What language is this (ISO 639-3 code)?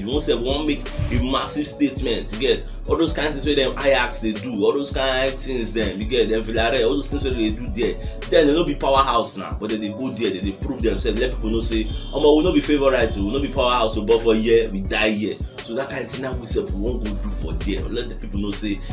pcm